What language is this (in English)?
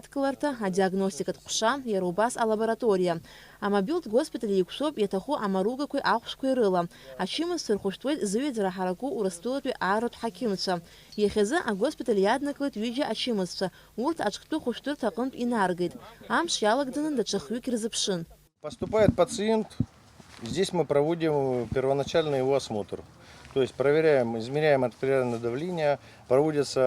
Abkhazian